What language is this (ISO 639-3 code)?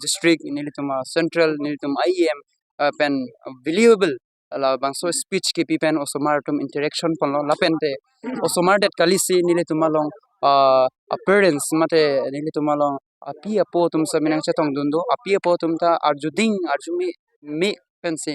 mjw